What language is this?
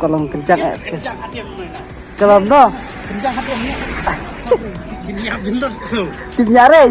Khasi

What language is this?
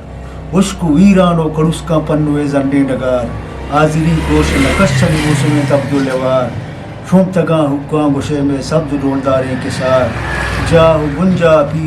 Eastern Balochi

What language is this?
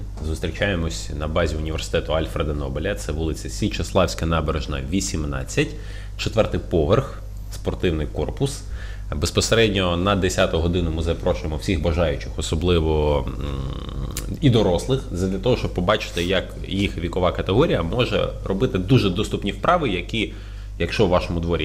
Ukrainian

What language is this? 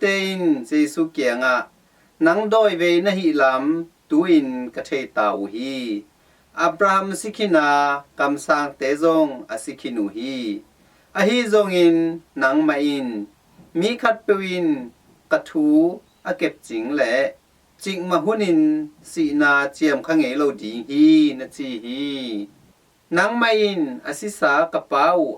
Tedim Chin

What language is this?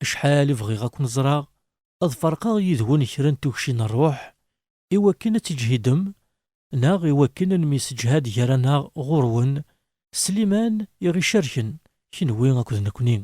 Kabyle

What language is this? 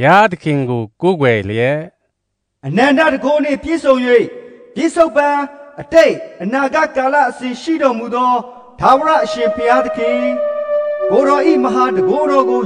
Burmese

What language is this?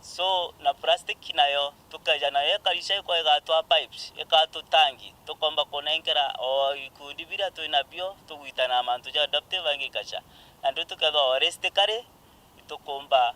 Meru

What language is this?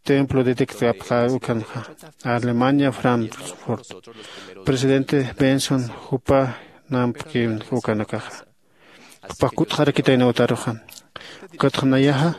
Aymara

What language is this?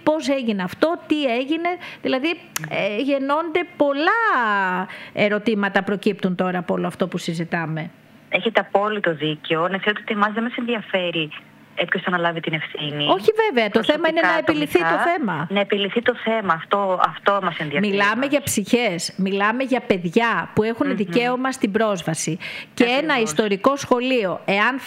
Greek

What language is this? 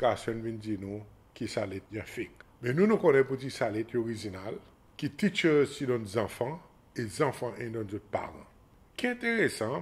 Seselwa Creole French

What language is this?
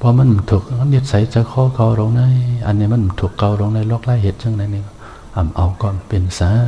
Shan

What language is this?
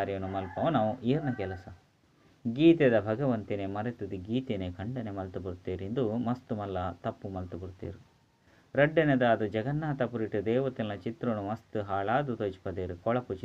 Tulu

